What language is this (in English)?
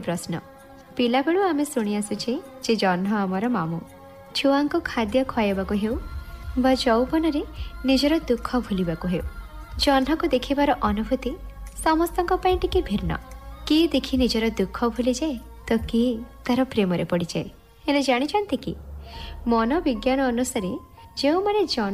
Odia